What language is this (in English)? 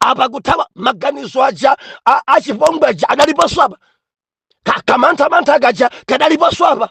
Nyanja